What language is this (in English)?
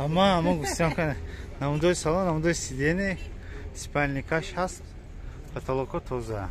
Tajik